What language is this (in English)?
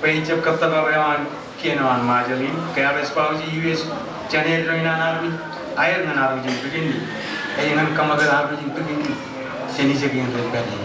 Marshallese